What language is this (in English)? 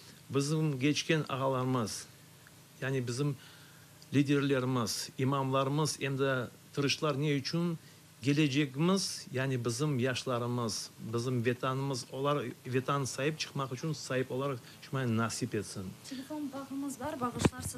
Crimean Tatar